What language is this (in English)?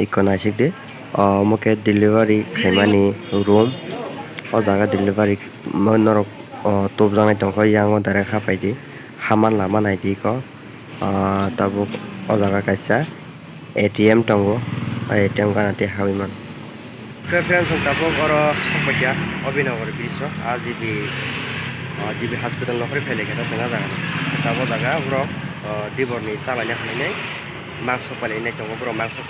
Kok Borok